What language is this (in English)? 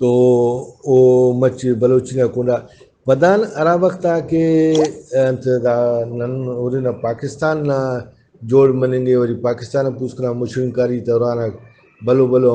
Brahui